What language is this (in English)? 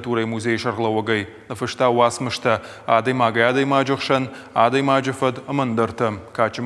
Ossetic